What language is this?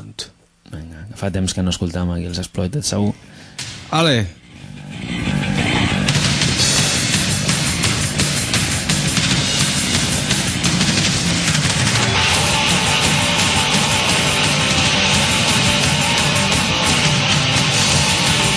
Catalan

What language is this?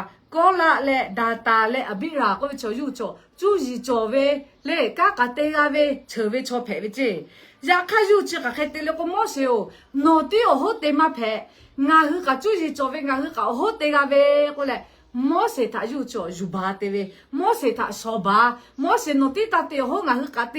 Lahu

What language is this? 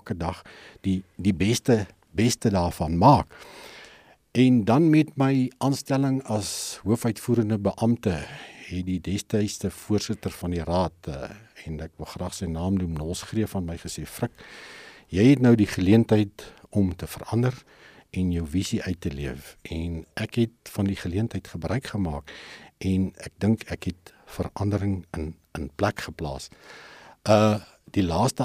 Afrikaans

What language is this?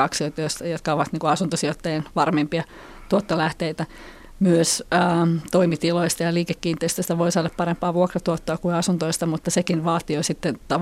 Finnish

